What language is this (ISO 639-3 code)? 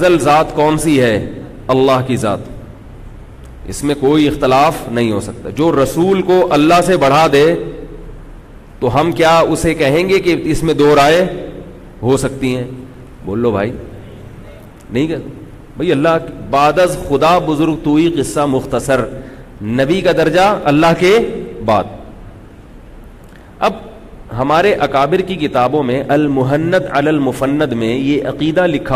urd